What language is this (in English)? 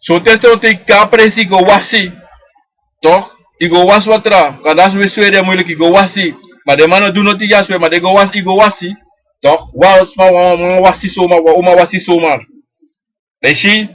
Sranan Tongo